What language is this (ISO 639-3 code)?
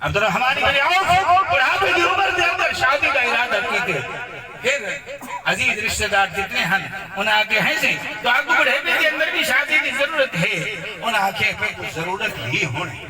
skr